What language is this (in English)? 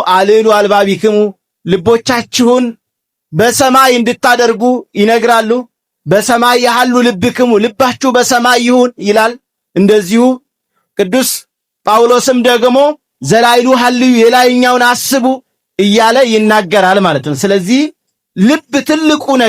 Amharic